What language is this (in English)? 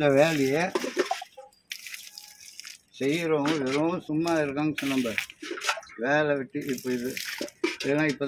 Tamil